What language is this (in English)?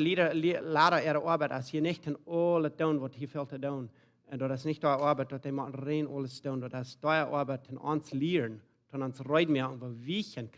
Plautdietsch